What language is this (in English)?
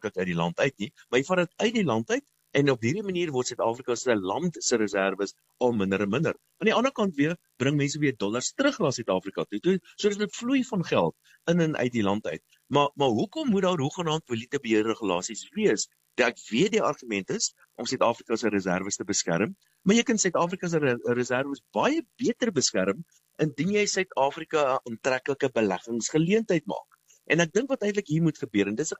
Afrikaans